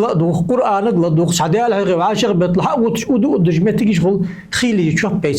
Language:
Ingush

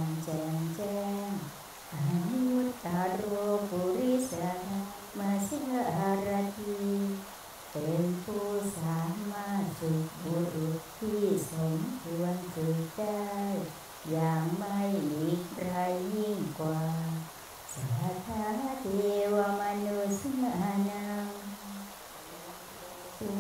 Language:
Thai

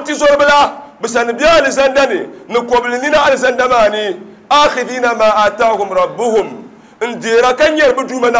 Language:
Dagbani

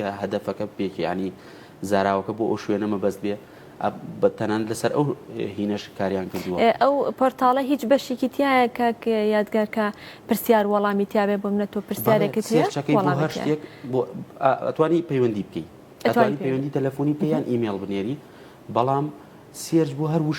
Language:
Central Kurdish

